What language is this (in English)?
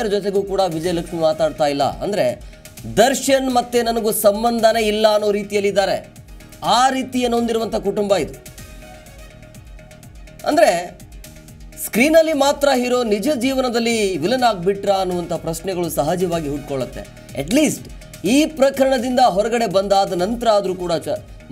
Kannada